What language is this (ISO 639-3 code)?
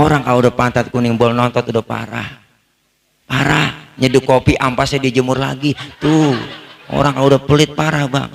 bew